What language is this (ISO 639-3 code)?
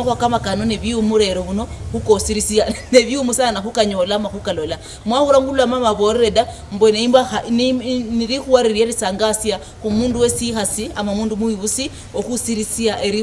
luy